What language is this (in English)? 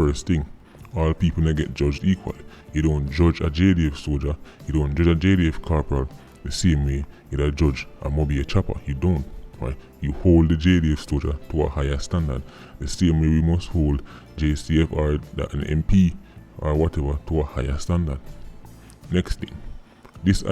Jamaican Creole English